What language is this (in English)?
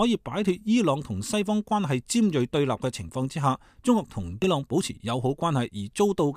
Cantonese